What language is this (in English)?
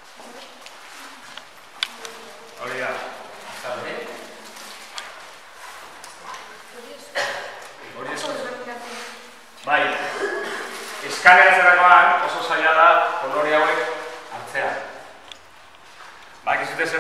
Basque